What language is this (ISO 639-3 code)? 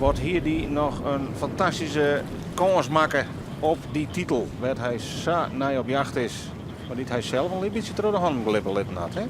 fry